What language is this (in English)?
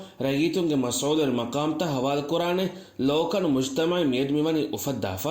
Divehi